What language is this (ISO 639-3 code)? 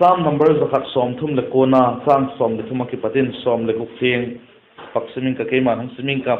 vap